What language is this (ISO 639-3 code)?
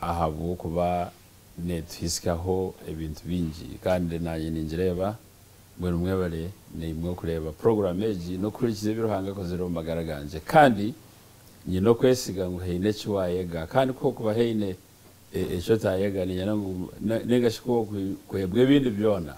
nyn